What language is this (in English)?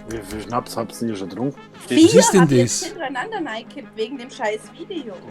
Bavarian